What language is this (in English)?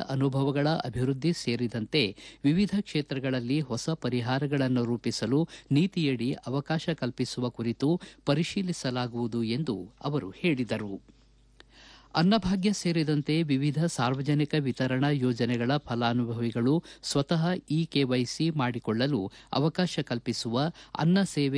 Kannada